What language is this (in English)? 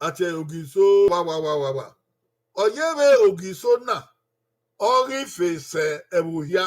Bini